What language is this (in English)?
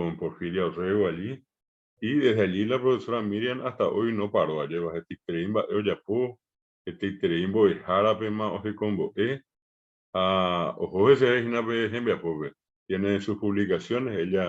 Guarani